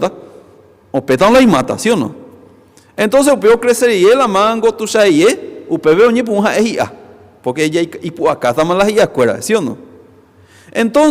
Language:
Guarani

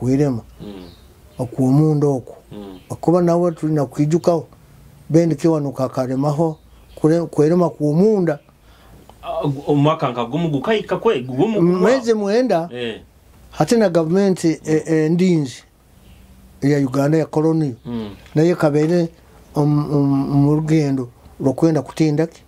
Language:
Nyoro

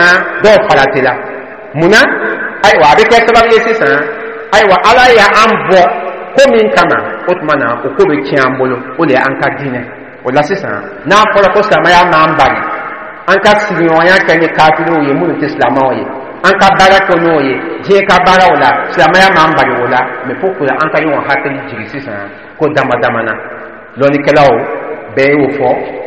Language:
Dyula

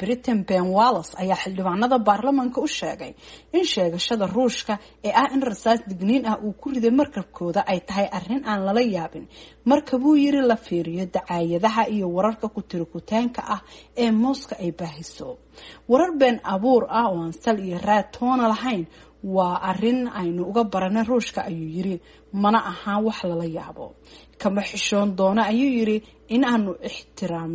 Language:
Somali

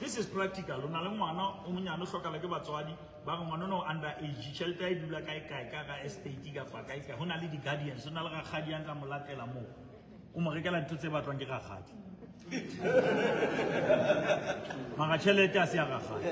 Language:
Southern Sotho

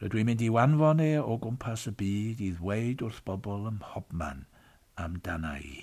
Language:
Welsh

